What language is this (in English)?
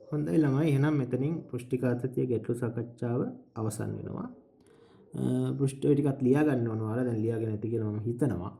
Sinhala